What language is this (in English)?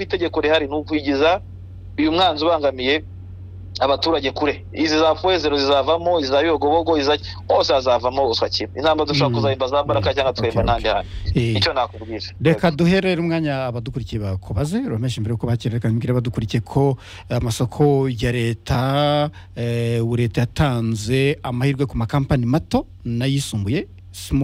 Kinyarwanda